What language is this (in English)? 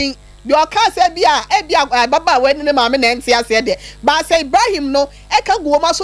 Akan